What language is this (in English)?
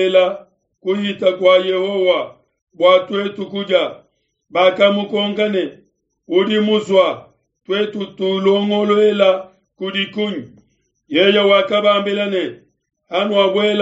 Luba-Lulua